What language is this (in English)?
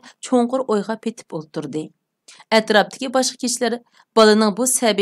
Uyghur